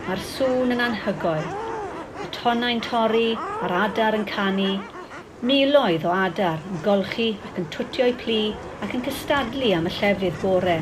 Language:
Welsh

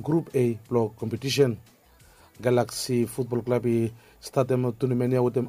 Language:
Bislama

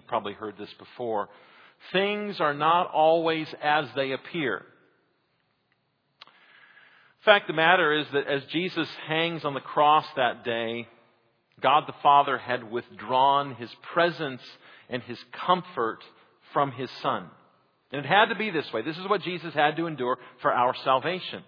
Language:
English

